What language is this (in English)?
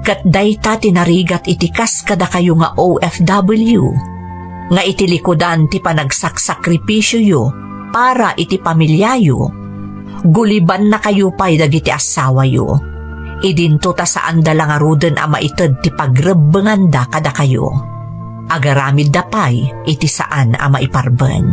Iloko